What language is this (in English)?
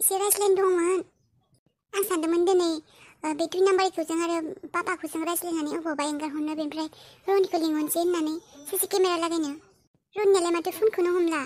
Bodo